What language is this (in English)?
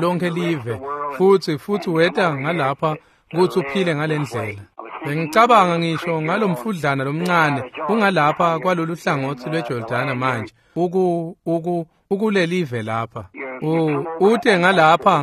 Swati